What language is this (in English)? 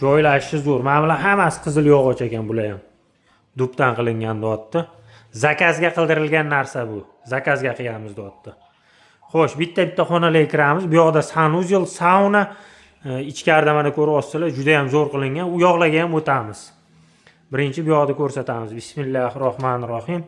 Uzbek